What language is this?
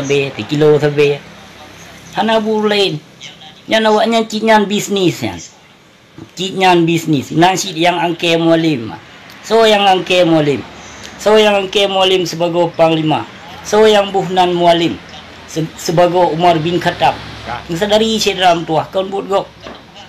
Achinese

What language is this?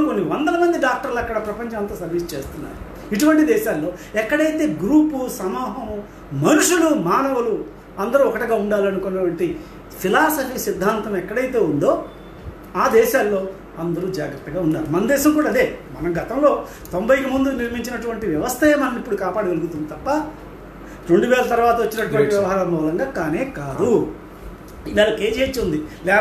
Telugu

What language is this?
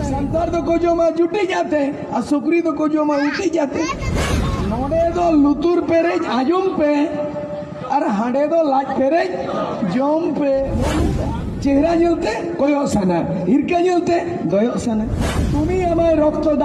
Santali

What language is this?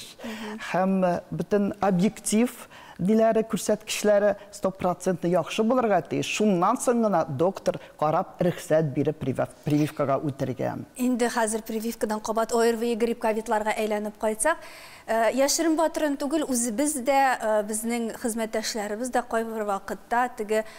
Tatar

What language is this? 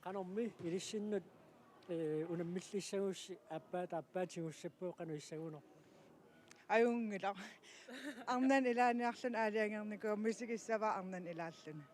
Kalaallisut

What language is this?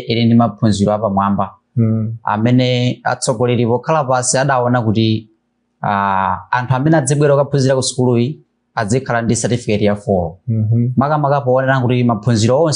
Nyanja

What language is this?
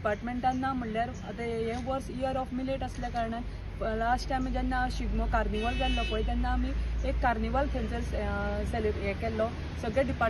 Konkani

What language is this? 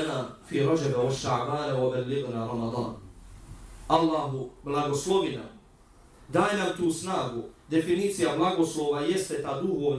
Bosnian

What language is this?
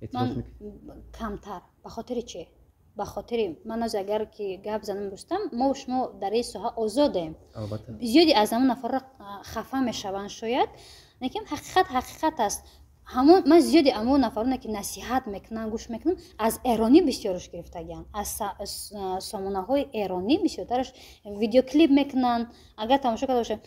Tajik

